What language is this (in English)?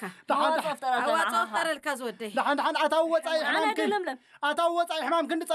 Tigrinya